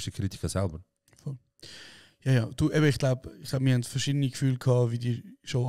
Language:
Swiss German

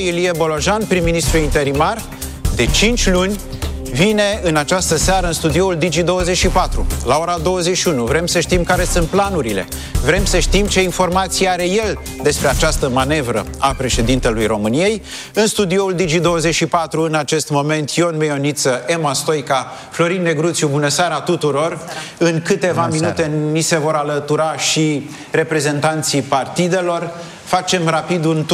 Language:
Romanian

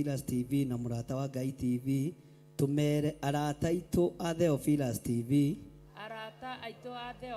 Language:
Kikuyu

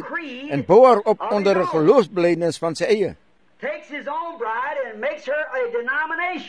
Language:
Afrikaans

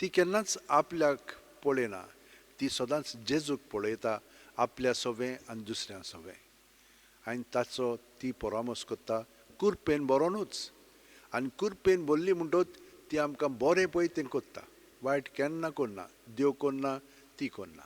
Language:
Konkani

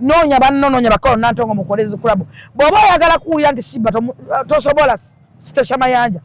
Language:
Ganda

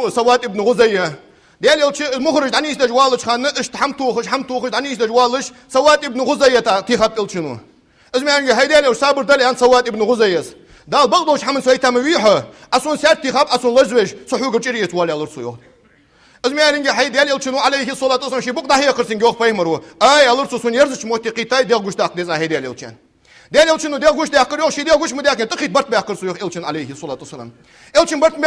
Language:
Ingush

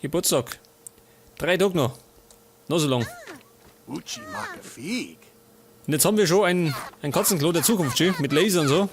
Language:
Bavarian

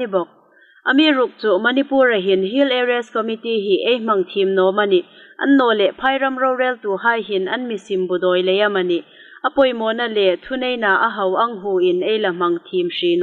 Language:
Hmar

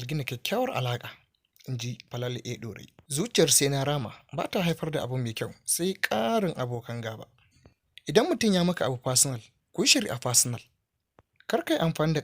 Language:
Hausa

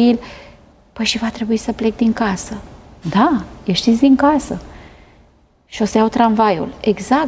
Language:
Romanian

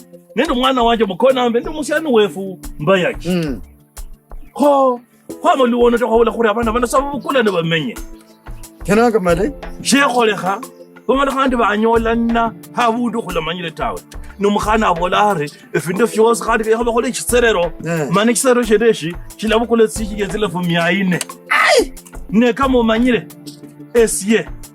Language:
Kabras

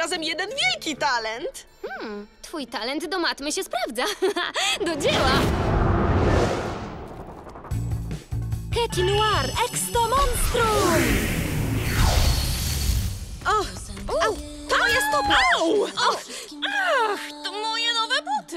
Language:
Polish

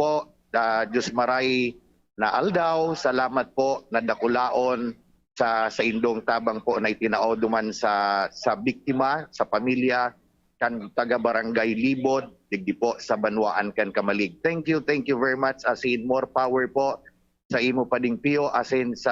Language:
Bikol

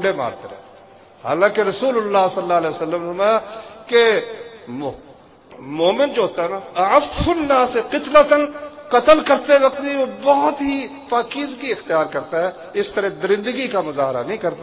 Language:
Urdu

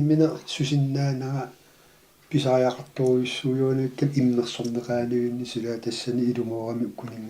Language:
Kalaallisut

